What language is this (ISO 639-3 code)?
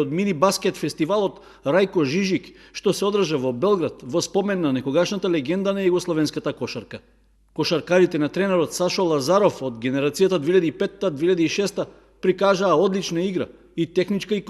mkd